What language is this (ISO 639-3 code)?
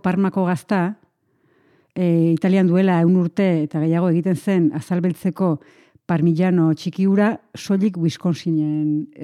eus